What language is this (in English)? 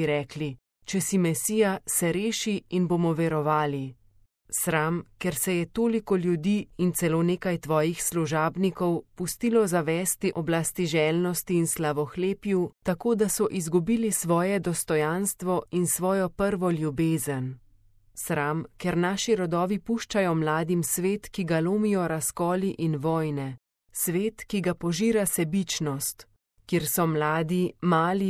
Slovenian